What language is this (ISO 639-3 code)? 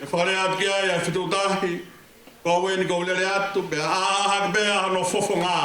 ton